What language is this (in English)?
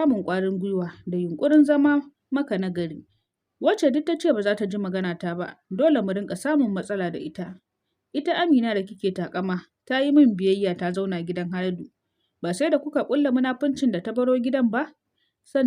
Hausa